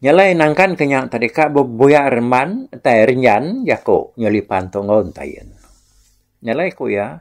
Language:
Iban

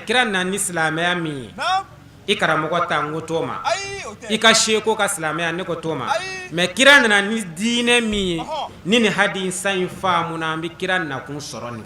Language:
Bambara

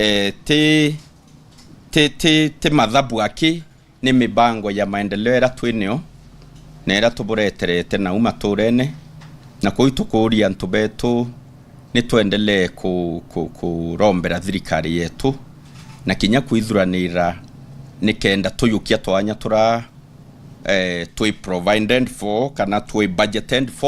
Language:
Meru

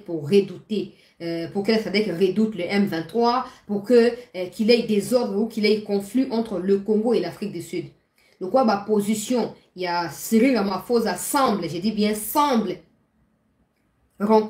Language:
French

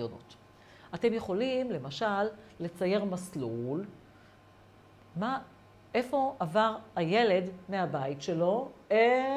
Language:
Hebrew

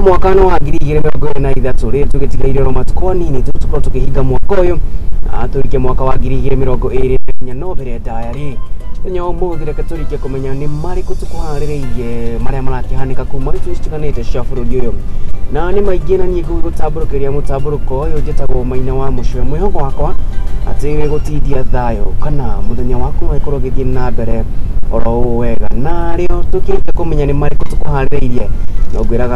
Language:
Kikuyu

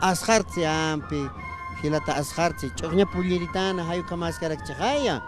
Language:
Aymara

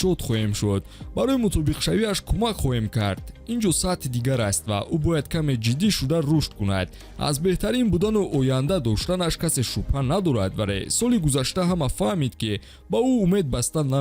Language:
Tajik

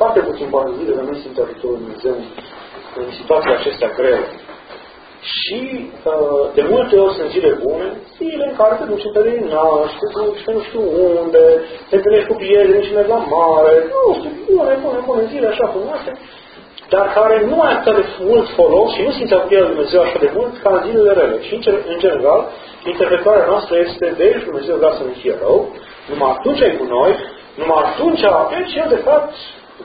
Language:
Romanian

